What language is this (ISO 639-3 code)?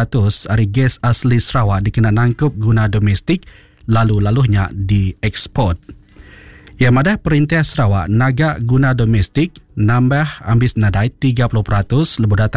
iba